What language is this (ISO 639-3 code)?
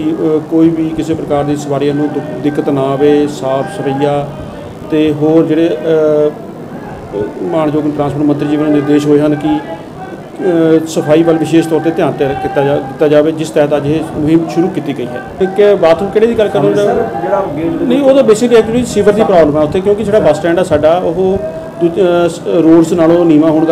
pan